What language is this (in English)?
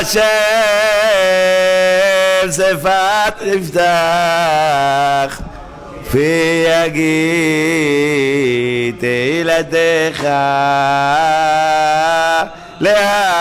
Hebrew